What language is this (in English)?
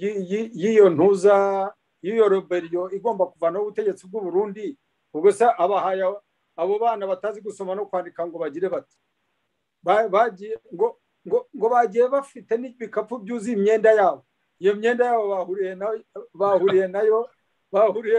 Kinyarwanda